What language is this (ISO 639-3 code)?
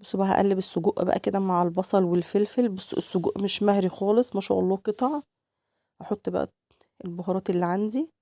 arz